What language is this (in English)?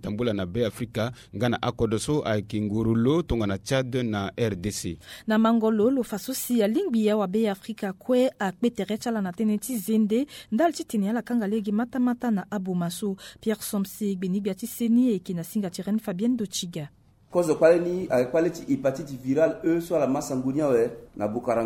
Sango